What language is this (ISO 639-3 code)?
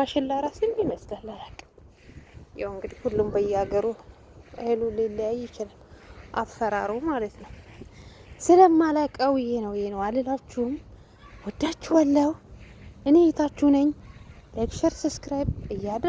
amh